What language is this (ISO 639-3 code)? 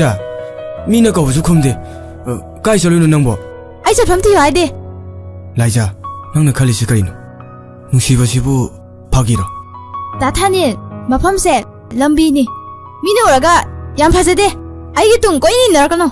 mni